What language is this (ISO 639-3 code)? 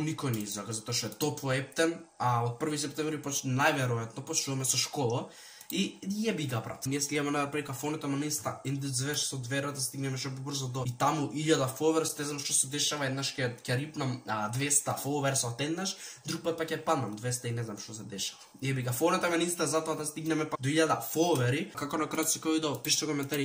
mkd